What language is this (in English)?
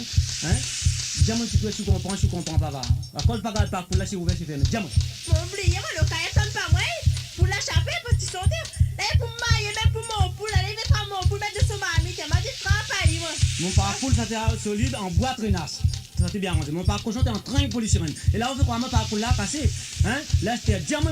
Morisyen